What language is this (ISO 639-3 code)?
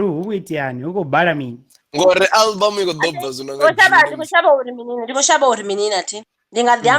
ven